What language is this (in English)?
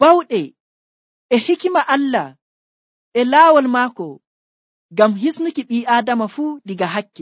Nigerian Fulfulde